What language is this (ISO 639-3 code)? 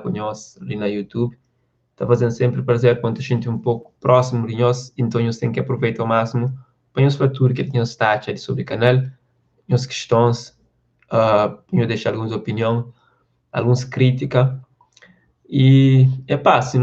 kea